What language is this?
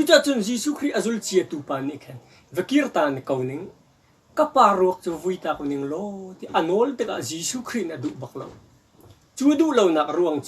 Hakha Chin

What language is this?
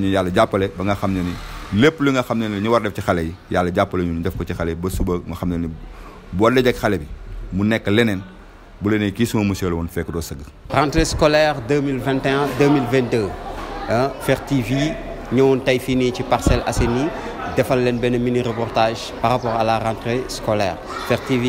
Wolof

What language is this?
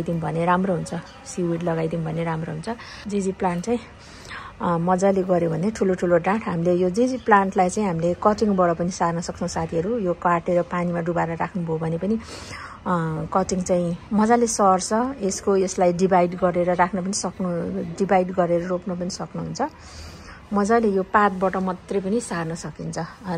Nepali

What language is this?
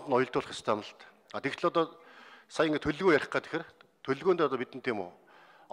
Mongolian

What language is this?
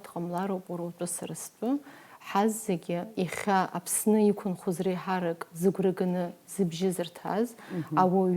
Abkhazian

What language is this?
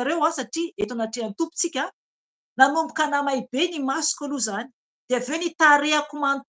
Malagasy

